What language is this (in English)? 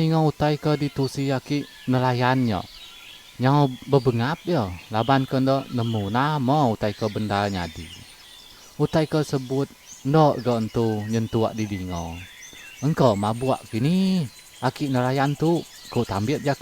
Iban